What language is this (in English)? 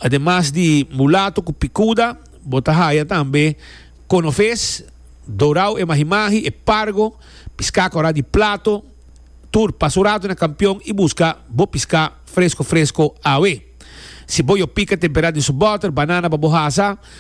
Papiamento